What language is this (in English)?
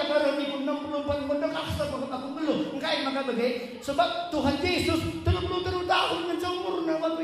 Batak Karo